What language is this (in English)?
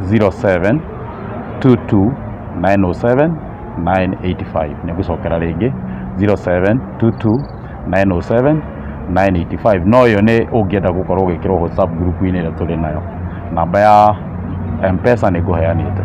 Kikuyu